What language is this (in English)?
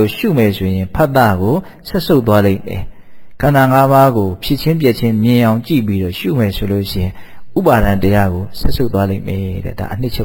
Burmese